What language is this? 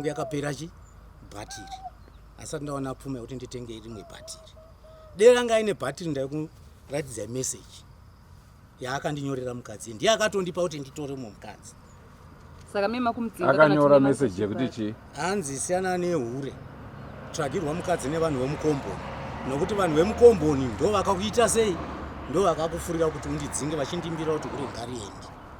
Shona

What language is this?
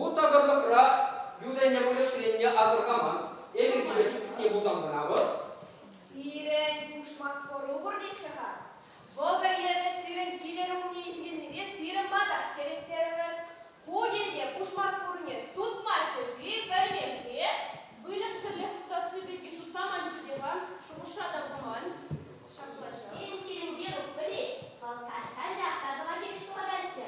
Chuvash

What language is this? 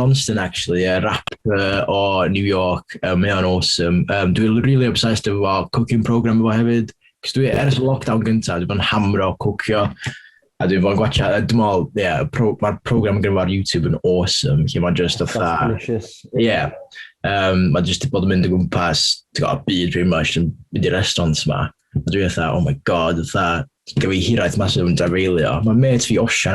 Welsh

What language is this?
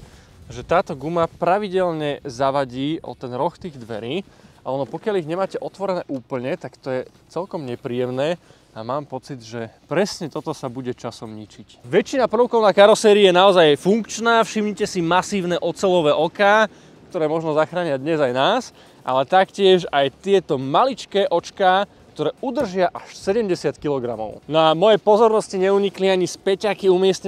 Slovak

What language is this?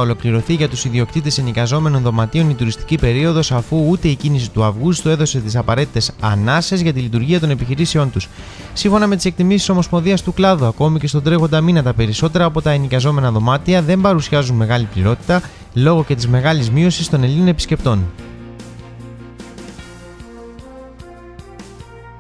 Greek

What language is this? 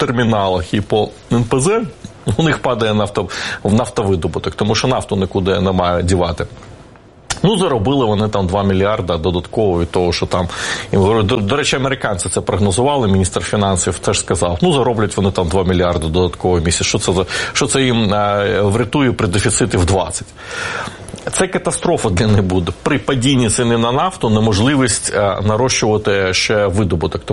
Ukrainian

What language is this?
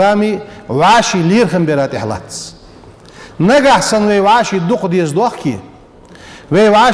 Ingush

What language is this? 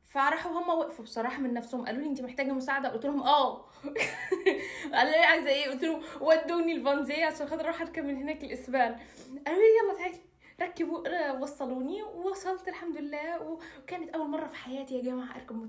Egyptian Arabic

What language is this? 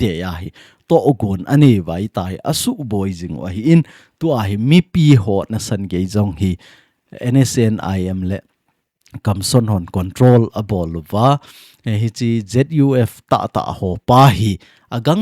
Thado Chin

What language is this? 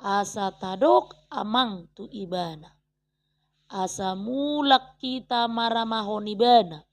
Batak Toba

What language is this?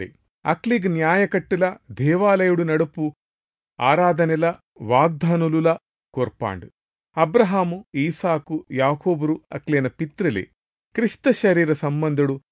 Tulu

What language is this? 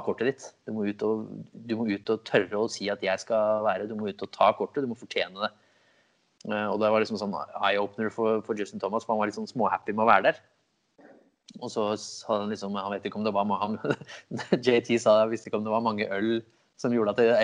Norwegian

